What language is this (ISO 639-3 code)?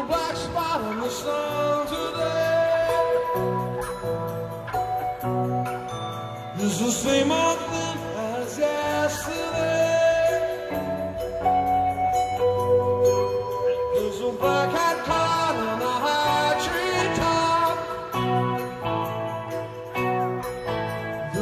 eng